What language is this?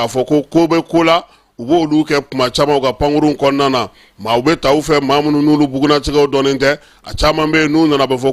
Bambara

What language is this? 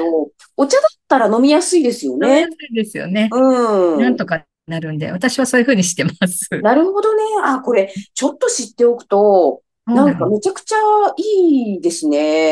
Japanese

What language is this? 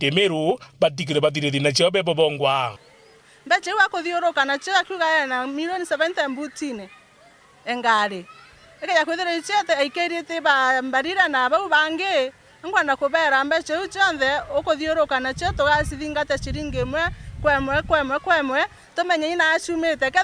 Meru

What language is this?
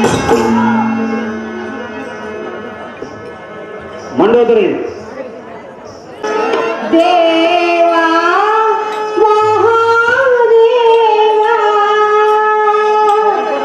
Kannada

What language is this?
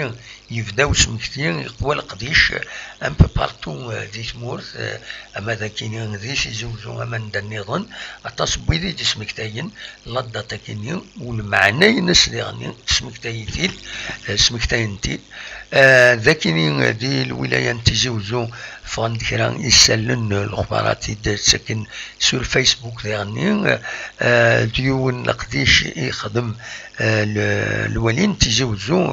Kabyle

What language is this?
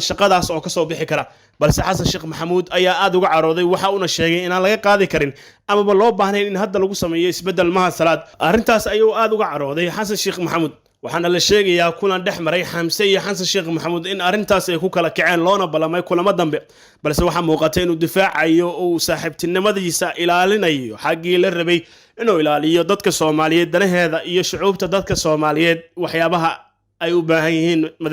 Somali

